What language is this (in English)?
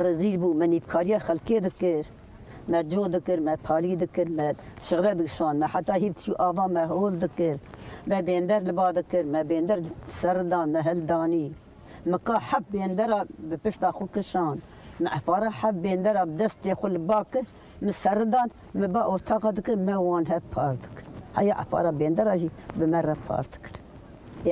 Kurdish